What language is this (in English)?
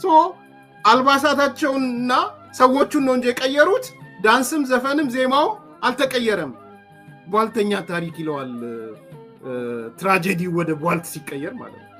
Amharic